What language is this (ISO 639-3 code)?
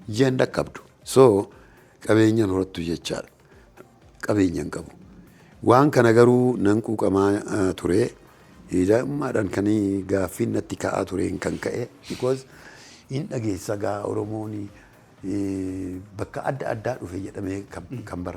orm